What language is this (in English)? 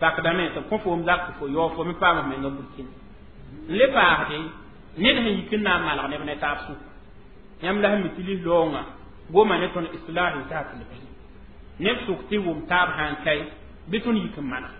Mossi